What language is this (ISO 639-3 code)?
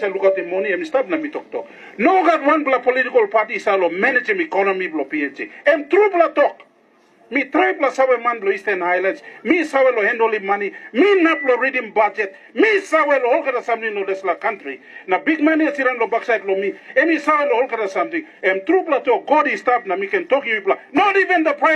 tpi